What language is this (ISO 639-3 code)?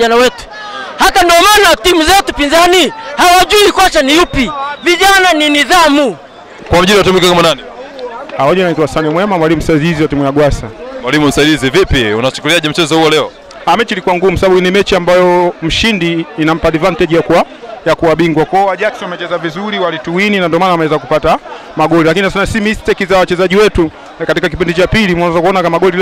swa